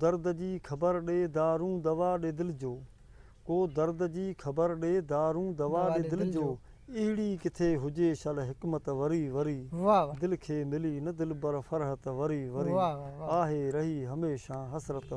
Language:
Sindhi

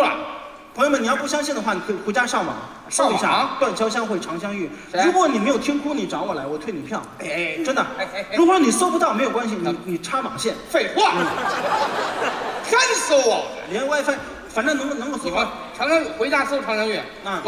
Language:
Chinese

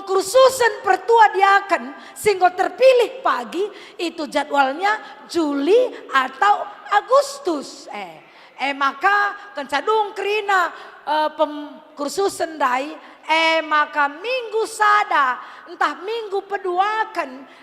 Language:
Batak Karo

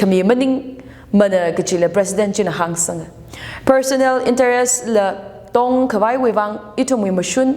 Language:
Tangkhul Naga (India)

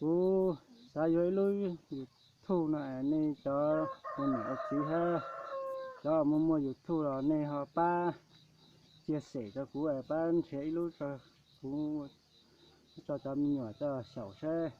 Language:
Hmong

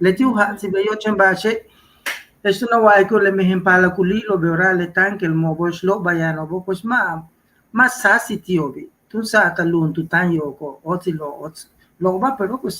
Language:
Yucateco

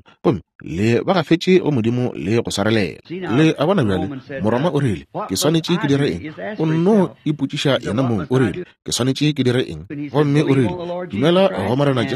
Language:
Northern Sotho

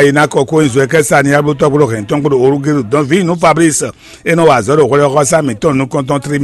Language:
Fon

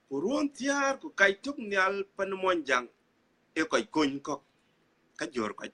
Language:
Dinka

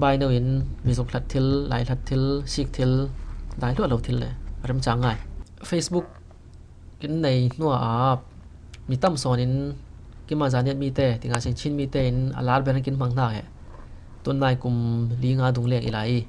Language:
Falam Chin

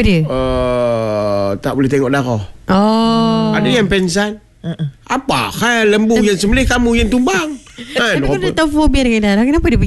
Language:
Malay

